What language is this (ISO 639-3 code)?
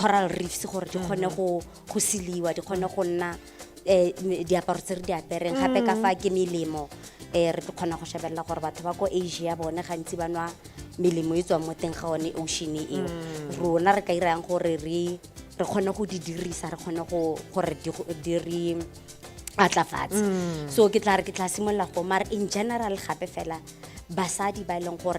tsn